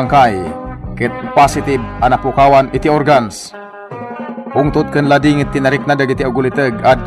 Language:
Iloko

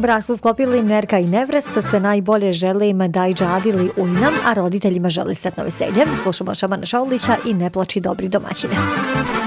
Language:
Bosnian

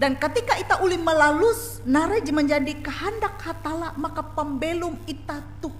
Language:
Ngaju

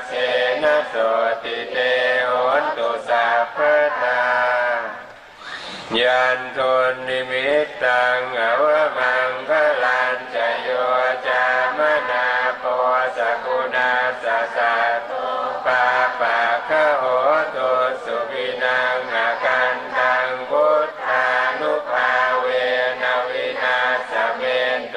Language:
Thai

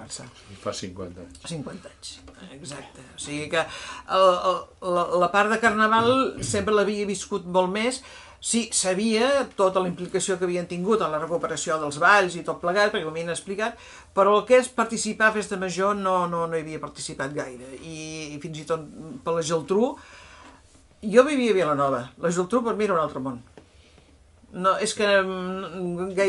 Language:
Catalan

